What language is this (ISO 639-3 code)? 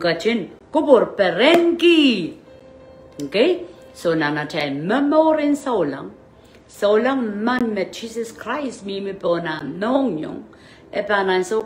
pon